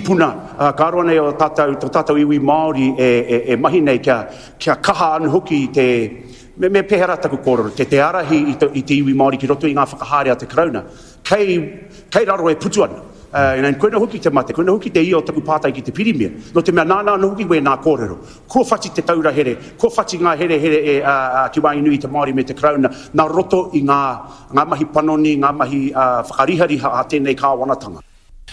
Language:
Māori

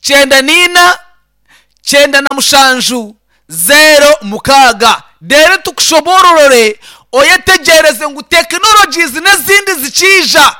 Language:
Nyankole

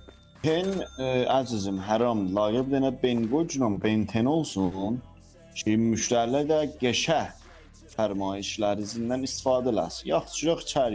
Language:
South Azerbaijani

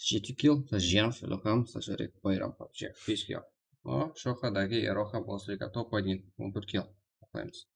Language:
Kara-Kalpak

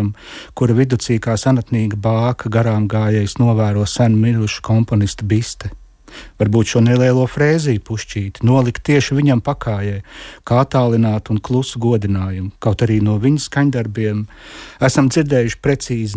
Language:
Latvian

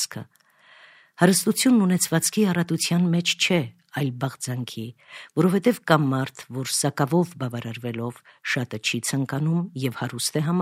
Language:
Armenian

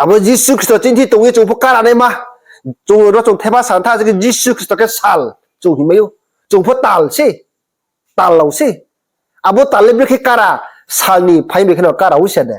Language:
Riang (India)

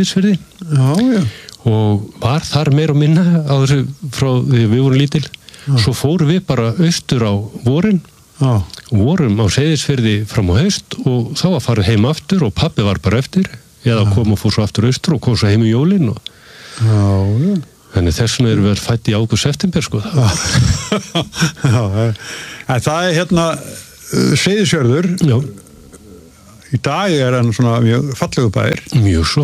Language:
Icelandic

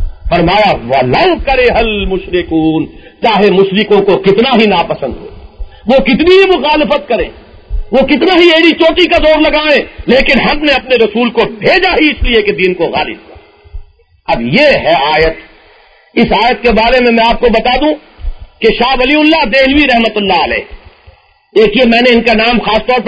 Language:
Urdu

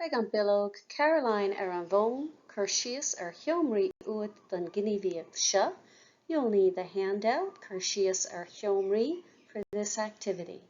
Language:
Irish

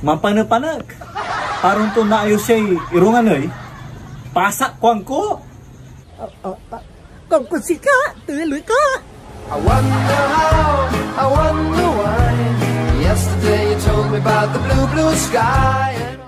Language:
Pangasinan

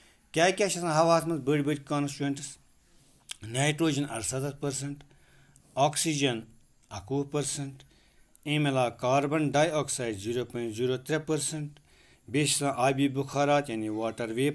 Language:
Kashmiri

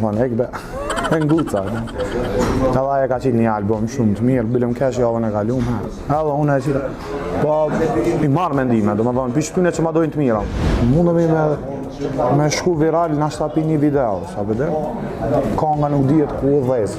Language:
Albanian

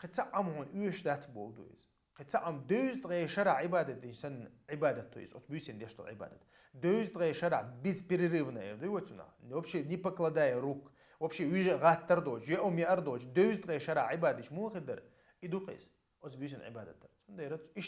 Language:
Chechen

